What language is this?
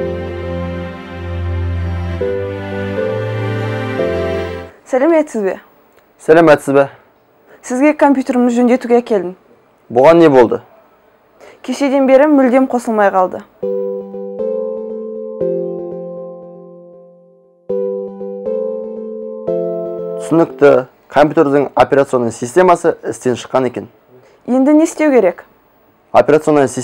Kazakh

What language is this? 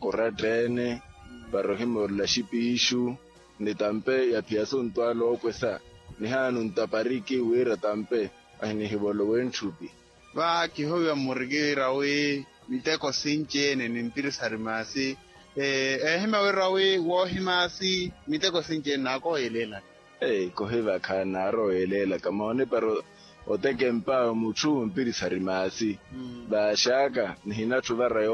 Makhuwa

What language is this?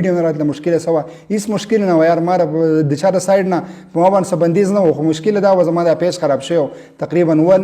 Pashto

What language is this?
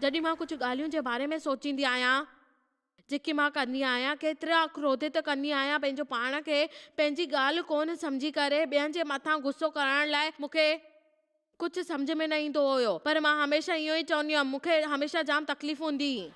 Sindhi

